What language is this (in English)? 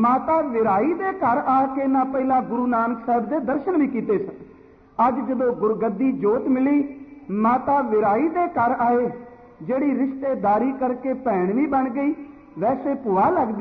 Punjabi